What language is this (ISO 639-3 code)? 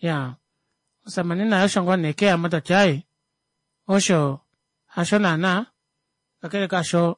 kua